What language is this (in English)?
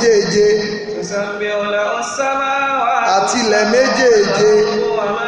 Yoruba